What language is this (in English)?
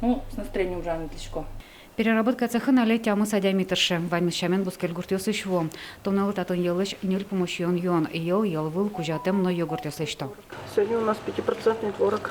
Udmurt